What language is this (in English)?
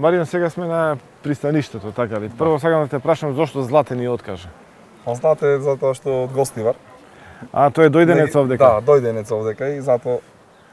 Macedonian